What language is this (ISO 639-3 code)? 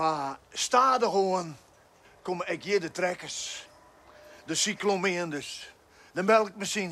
fry